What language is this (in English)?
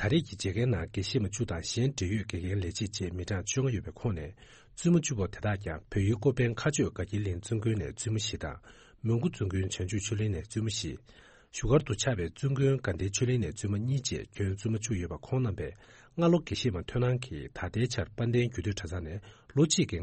Tibetan